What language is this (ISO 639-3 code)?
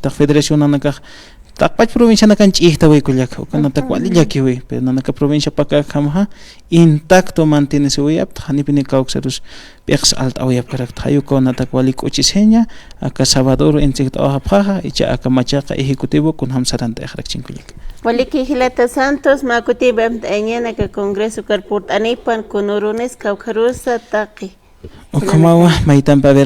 aym